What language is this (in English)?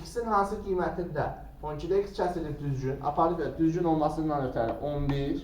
Azerbaijani